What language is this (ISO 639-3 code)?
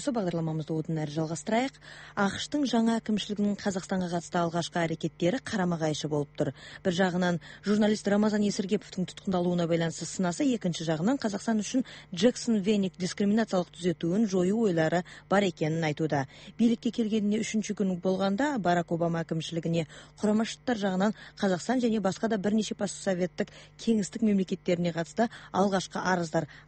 kaz